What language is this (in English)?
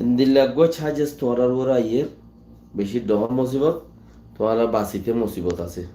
Rohingya